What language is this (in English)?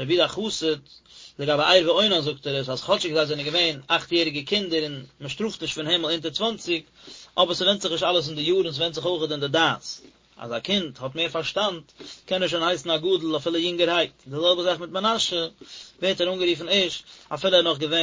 Yiddish